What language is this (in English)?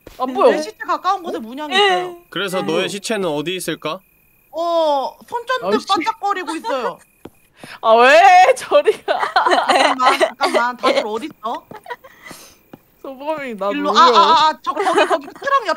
Korean